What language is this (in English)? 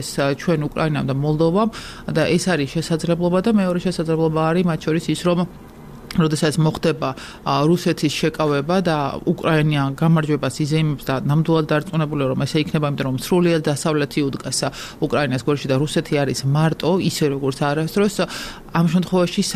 Georgian